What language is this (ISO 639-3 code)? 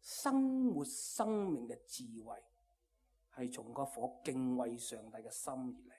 yue